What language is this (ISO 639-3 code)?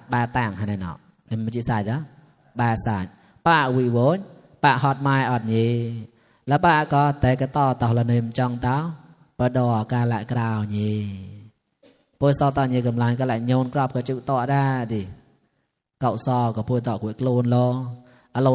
mnw